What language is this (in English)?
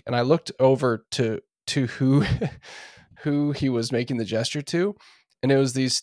English